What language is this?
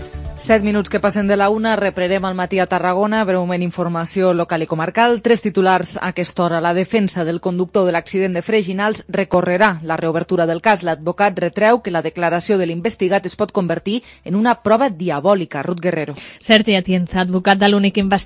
Catalan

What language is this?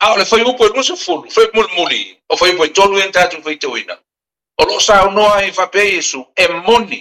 Samoan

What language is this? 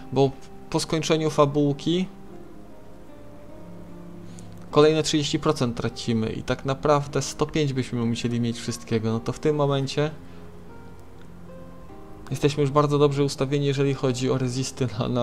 Polish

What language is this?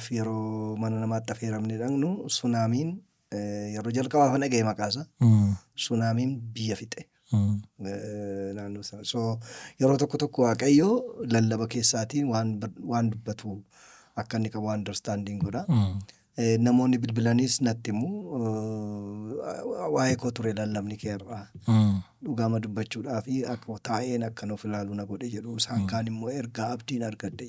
Oromo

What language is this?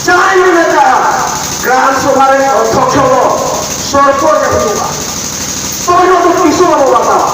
Santali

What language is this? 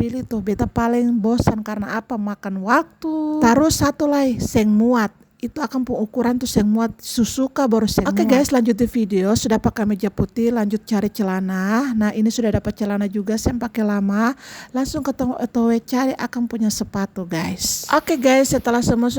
Ambonese Malay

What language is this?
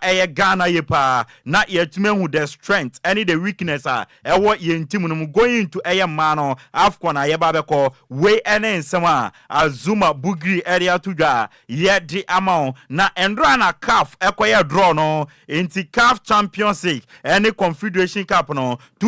Akan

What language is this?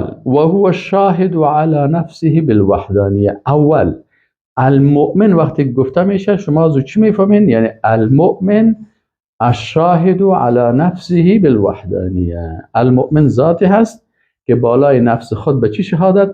Persian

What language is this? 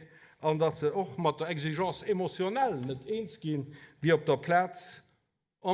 Luxembourgish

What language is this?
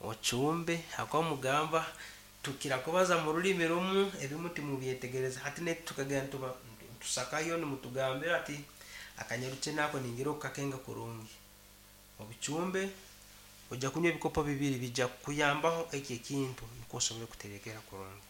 Nyankole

